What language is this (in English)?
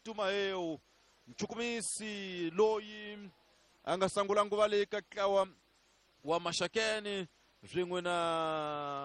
Tsonga